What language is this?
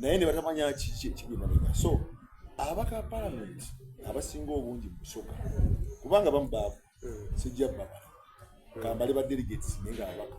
Soga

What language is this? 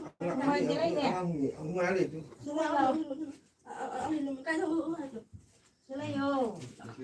Manipuri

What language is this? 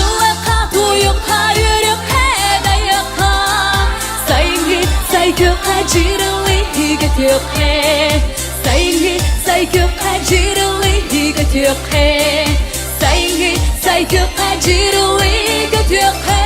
Yakut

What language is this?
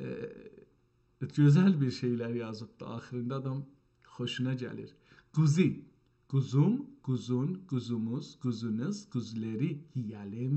South Azerbaijani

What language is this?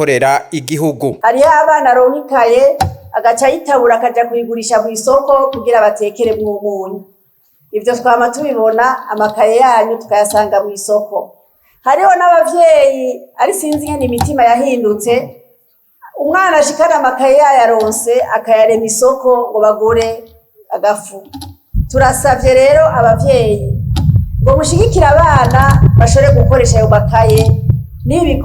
Rundi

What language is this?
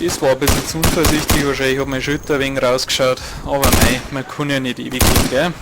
Bavarian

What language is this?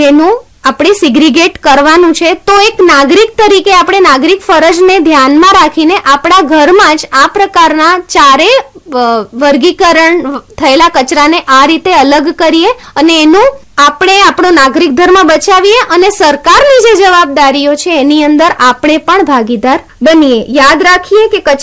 Gujarati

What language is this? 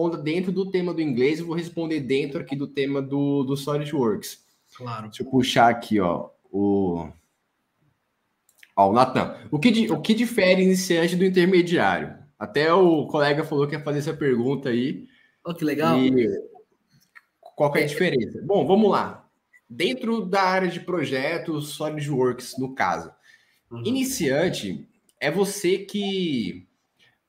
Portuguese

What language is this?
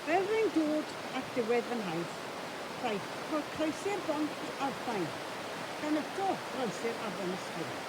Welsh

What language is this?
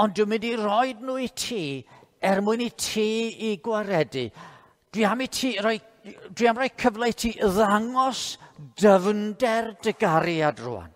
Welsh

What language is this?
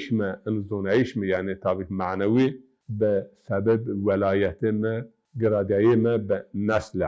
Zaza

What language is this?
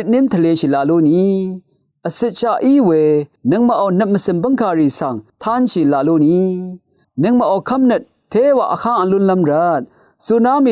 Rawang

